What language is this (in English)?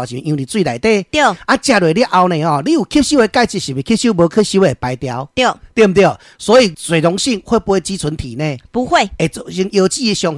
Min Nan Chinese